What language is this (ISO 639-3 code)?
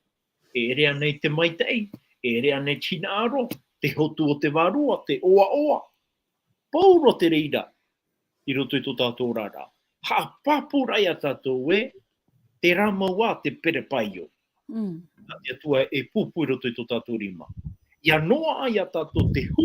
tah